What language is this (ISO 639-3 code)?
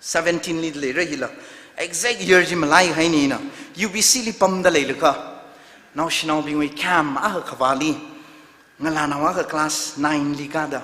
nmf